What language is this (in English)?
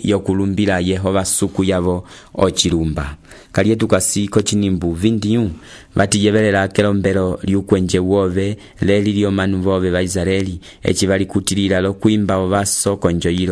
Umbundu